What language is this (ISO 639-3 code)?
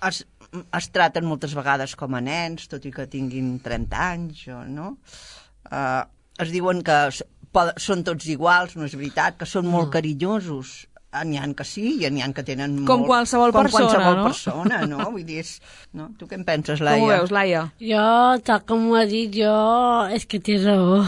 cat